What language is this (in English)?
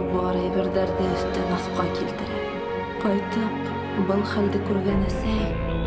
Bashkir